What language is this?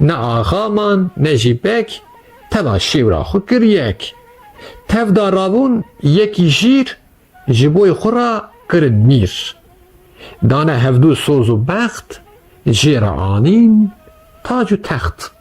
Kurdish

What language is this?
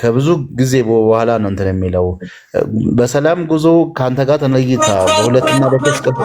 Amharic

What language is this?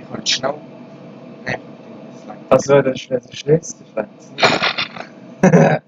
Swiss German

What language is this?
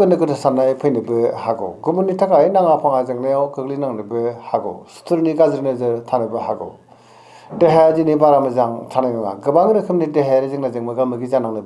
Bodo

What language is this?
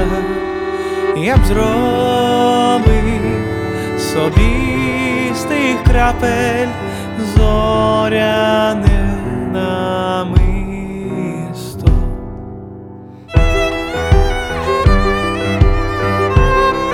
Ukrainian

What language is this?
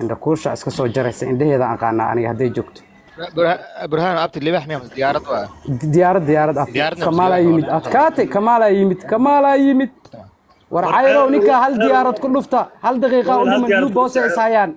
Somali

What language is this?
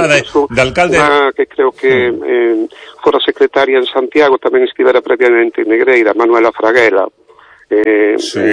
Galician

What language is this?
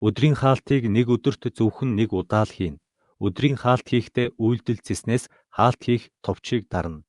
Mongolian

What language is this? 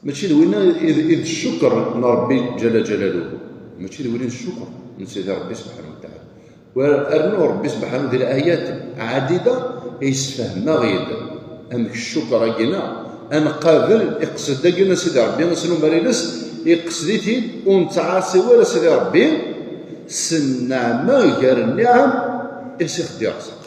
Kabyle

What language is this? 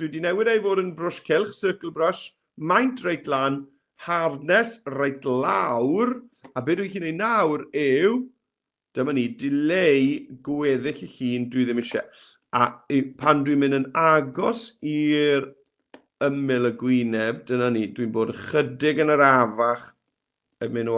Welsh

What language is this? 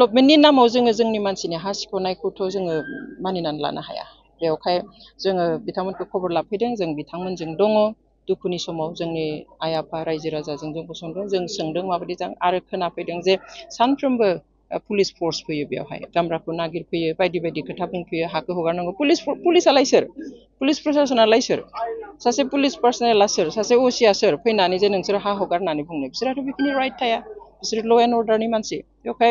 Bodo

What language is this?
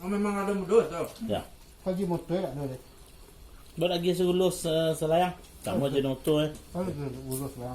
Minangkabau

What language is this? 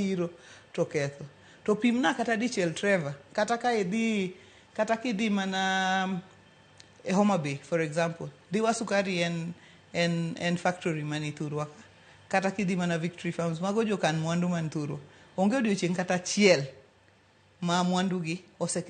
Luo (Kenya and Tanzania)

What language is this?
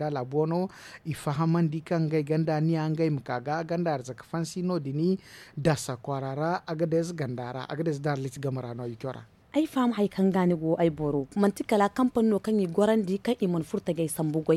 Zarma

